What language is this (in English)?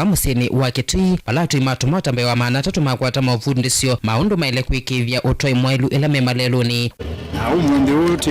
Kamba